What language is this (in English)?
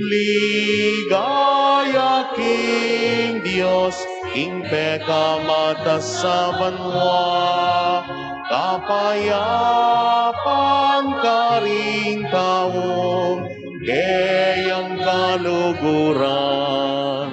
Pampanga